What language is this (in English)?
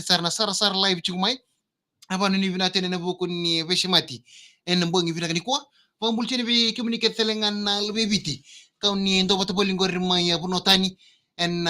Fijian